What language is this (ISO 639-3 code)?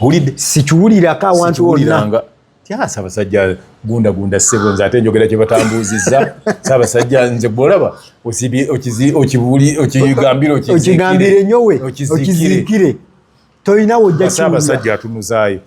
lug